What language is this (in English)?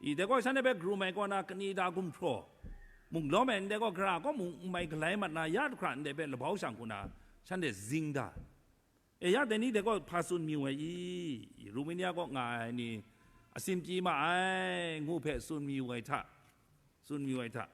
Kachin